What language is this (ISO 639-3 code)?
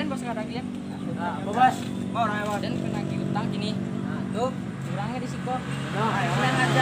min